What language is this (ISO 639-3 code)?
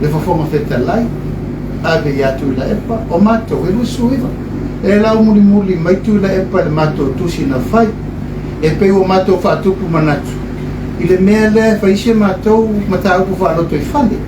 smo